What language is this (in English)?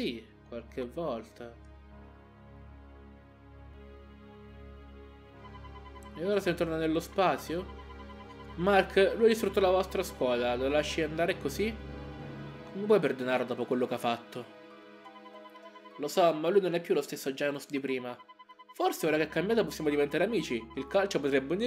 Italian